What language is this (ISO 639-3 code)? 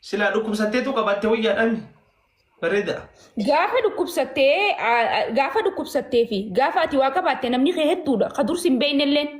orm